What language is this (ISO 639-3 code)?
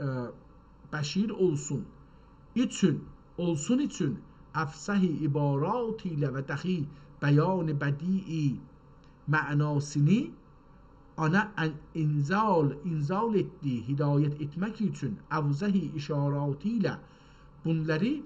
azb